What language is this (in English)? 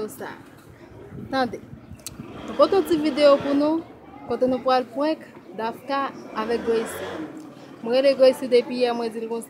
Haitian Creole